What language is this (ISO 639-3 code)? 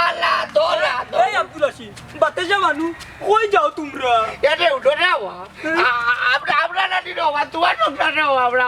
syl